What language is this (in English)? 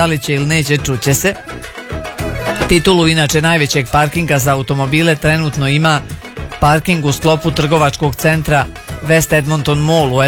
Croatian